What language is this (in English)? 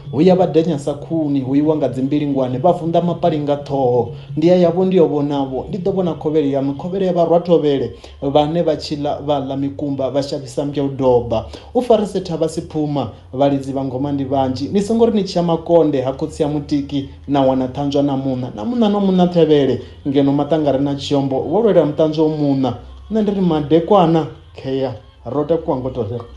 Venda